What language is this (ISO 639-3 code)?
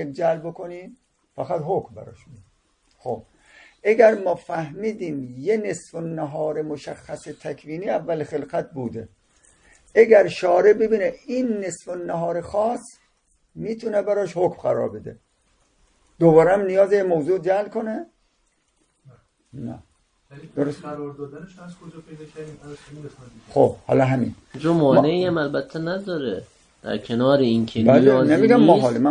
fas